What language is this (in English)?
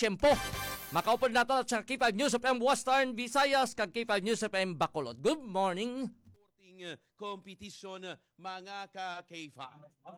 Hiligaynon